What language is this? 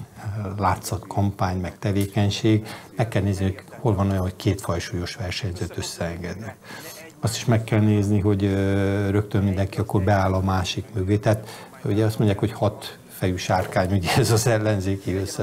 Hungarian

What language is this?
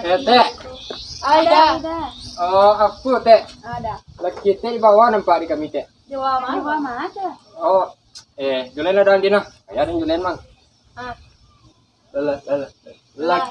Minangkabau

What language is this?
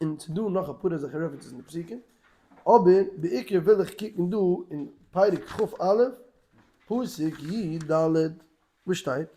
Yiddish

